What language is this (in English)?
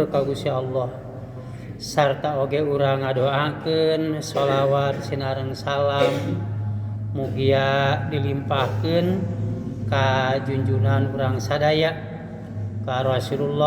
Sundanese